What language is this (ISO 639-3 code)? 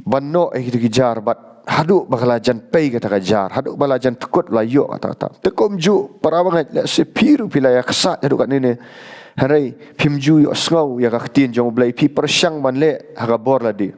kha